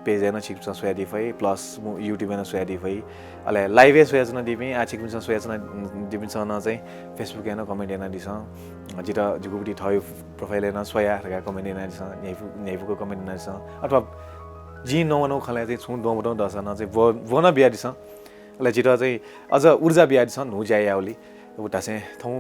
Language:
Newari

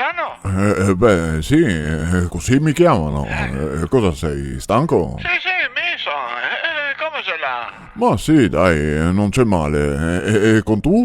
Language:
Venetian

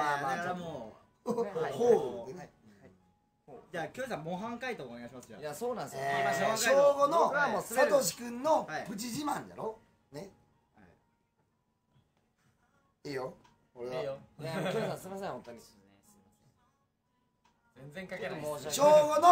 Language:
Japanese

